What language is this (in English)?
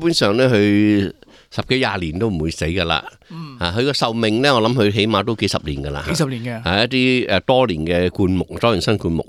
Cantonese